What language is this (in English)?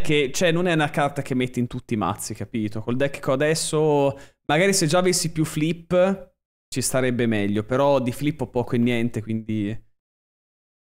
Italian